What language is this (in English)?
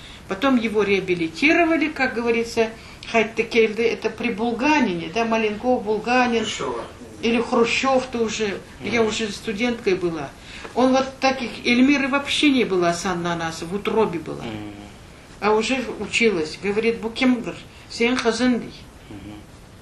Crimean Tatar